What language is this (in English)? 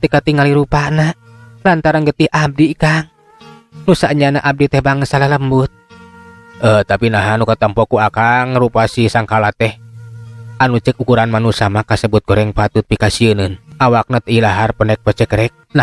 Sundanese